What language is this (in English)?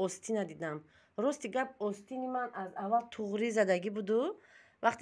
Tajik